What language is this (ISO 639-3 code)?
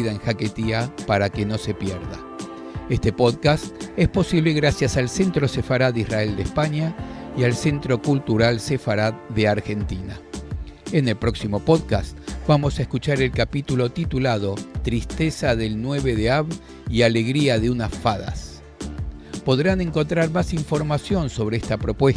lad